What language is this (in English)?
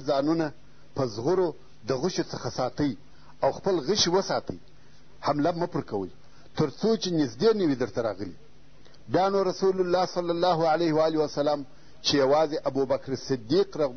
Pashto